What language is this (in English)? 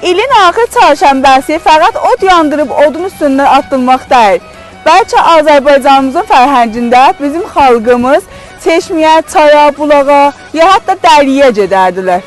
South Azerbaijani